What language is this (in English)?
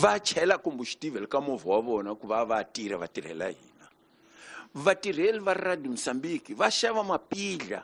Tsonga